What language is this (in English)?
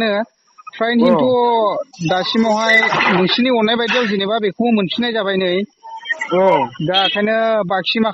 Bodo